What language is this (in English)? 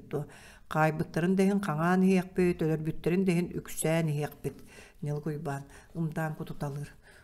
Yakut